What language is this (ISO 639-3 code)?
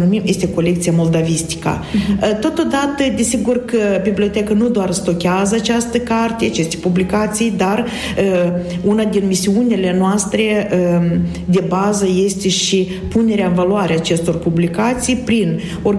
ron